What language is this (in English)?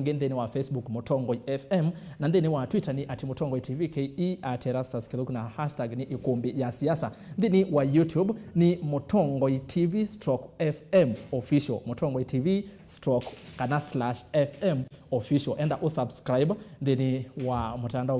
Kamba